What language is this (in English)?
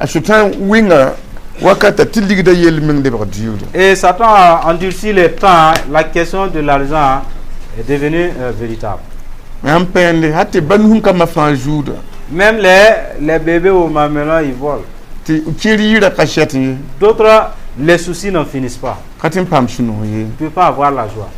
Mossi